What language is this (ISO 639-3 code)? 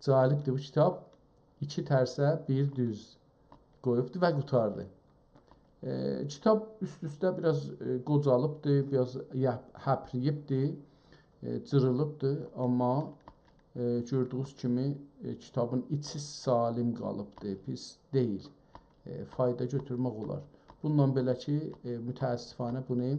azb